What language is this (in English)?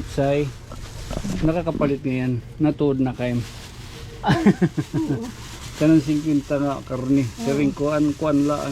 Waray